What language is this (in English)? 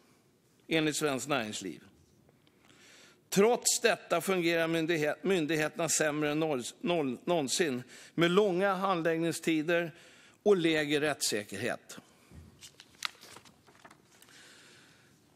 Swedish